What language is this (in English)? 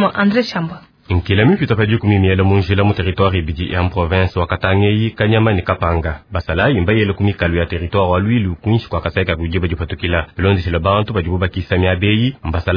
Luba-Lulua